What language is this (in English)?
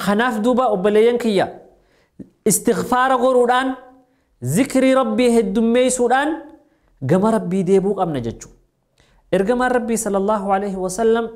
Oromo